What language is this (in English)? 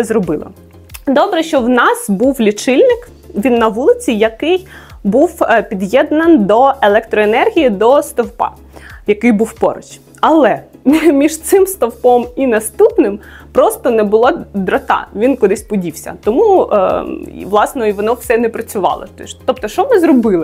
Ukrainian